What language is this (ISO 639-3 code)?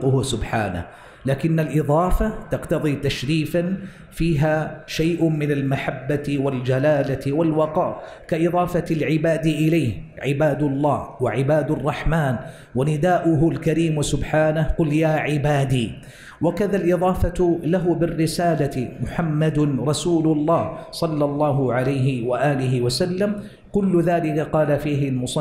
ara